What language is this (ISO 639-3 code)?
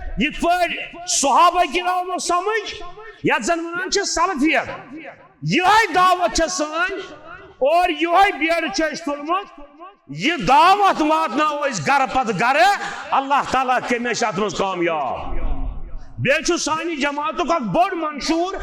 kas